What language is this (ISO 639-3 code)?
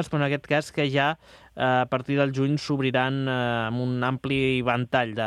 cat